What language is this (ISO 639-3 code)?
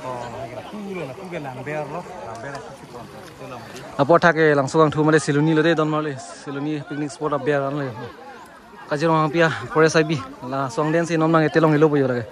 mjw